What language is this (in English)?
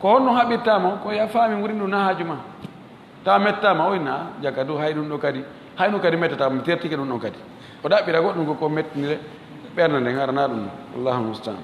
Fula